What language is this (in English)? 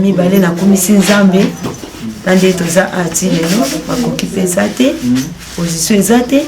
Lingala